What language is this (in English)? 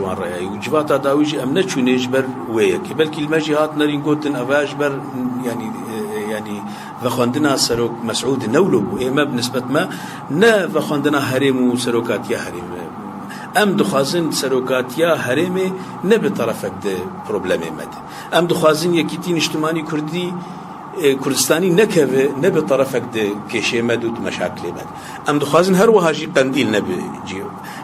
Kurdish